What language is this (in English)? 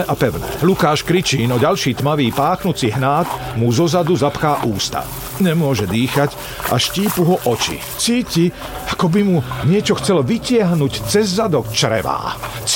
Slovak